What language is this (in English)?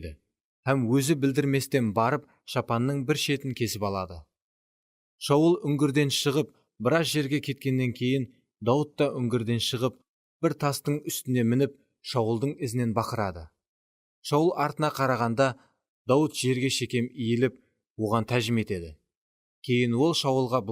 Kara-Kalpak